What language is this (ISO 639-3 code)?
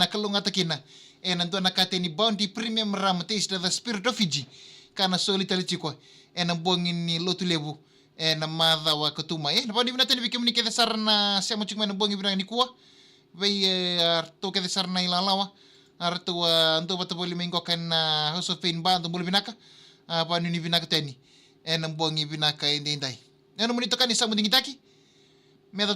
fij